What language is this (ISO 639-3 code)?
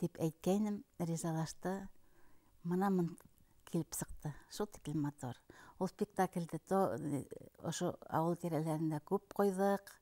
bak